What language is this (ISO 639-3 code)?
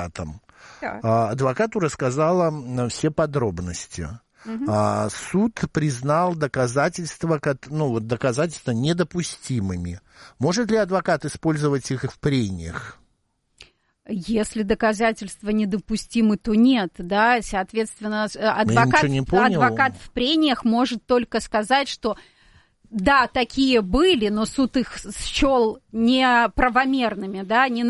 rus